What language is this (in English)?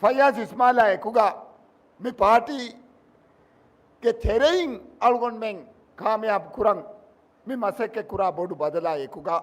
Divehi